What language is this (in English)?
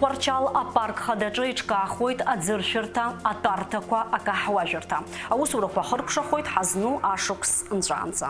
Abkhazian